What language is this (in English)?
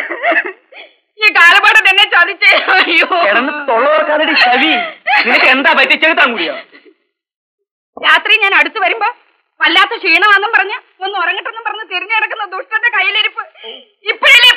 Malayalam